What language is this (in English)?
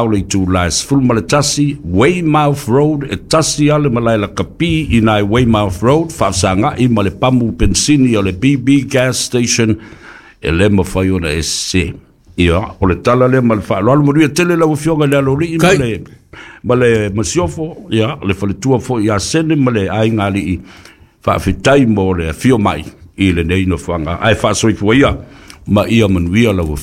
Samoan